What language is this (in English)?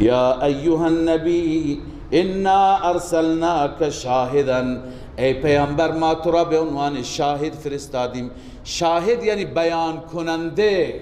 Persian